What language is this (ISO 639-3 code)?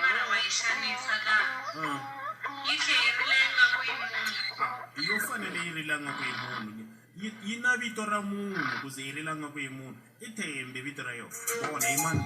tso